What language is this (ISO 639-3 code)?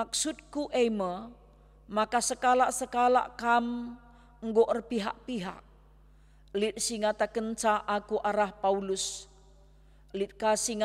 btx